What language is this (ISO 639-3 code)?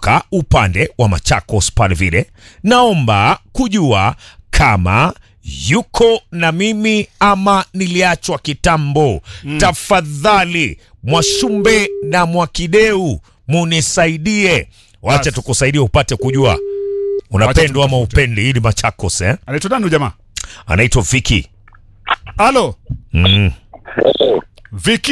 swa